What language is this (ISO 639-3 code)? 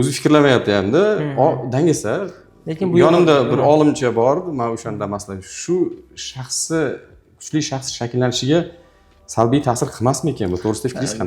uzb